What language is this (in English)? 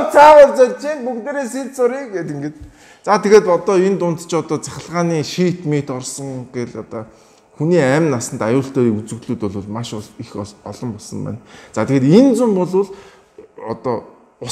Mongolian